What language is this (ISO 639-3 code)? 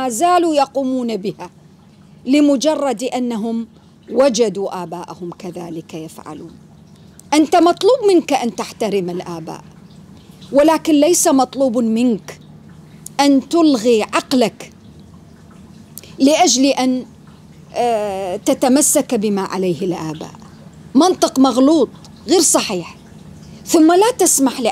ara